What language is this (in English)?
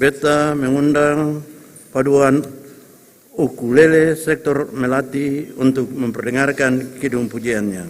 Ambonese Malay